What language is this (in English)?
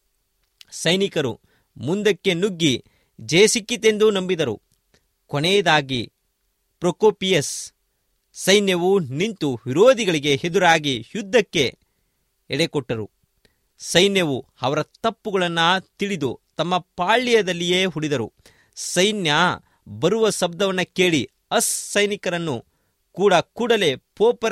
Kannada